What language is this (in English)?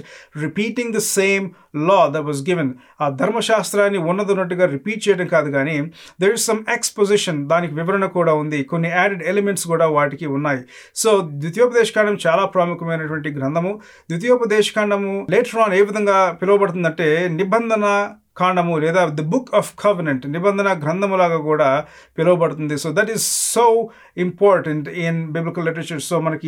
Telugu